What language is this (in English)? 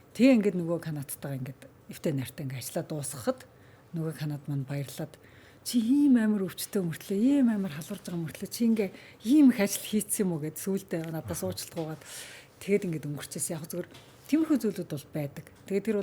Mongolian